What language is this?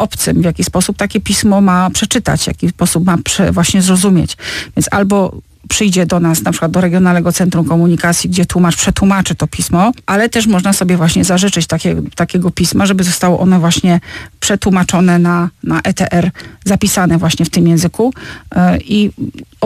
Polish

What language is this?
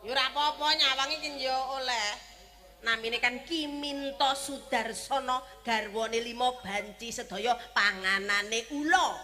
Javanese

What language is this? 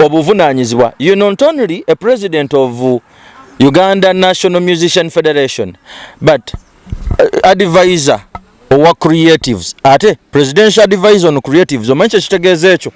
Ganda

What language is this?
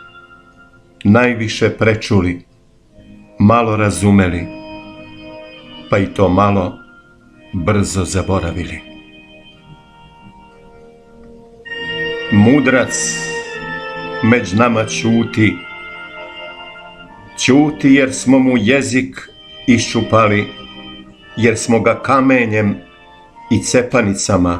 Serbian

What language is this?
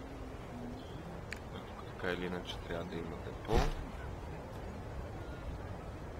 Bulgarian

